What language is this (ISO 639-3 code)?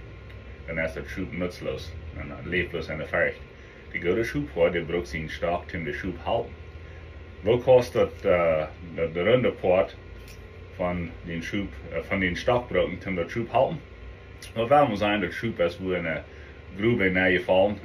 pdt